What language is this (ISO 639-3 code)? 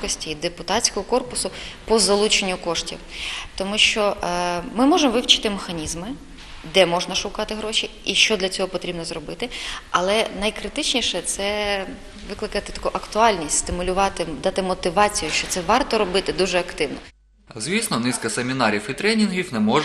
ukr